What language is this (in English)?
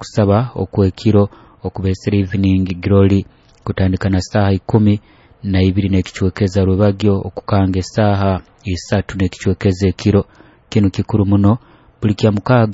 Nyoro